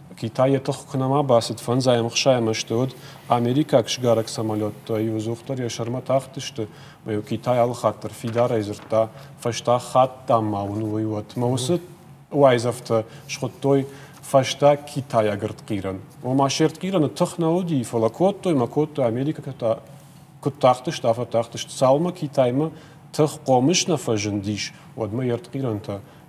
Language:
Ossetic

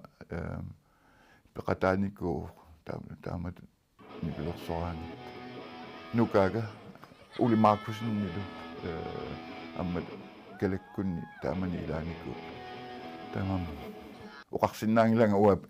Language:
Kalaallisut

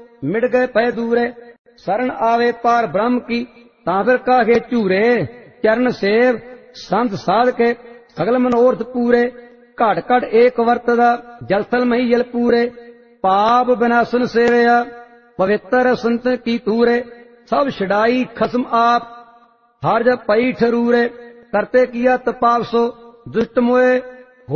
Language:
Punjabi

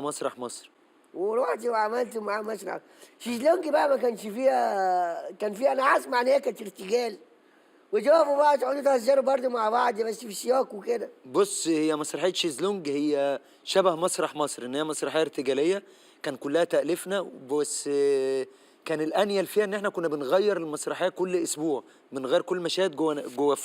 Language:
Egyptian Arabic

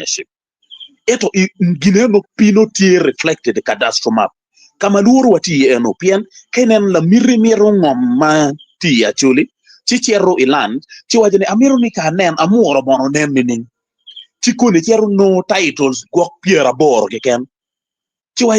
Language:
Acoli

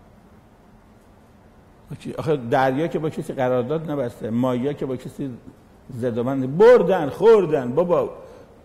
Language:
Persian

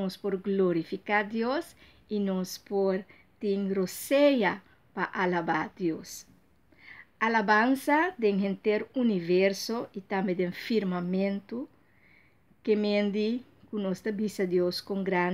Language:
Papiamento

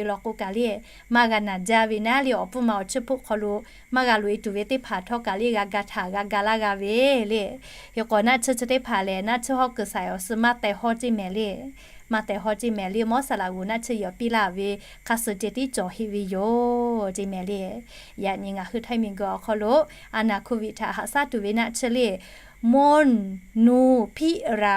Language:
Lahu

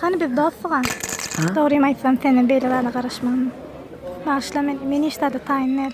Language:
Turkmen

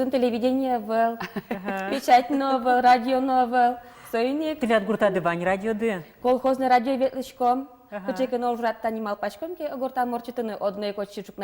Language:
Udmurt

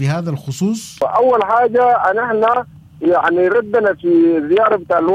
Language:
Sudanese Arabic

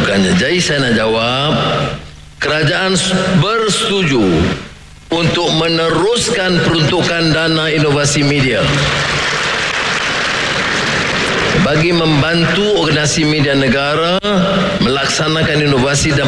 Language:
Malay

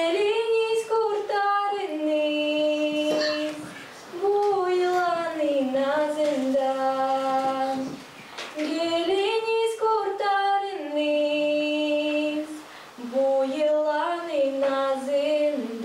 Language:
Gagauz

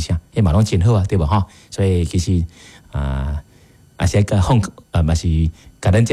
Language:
Min Nan Chinese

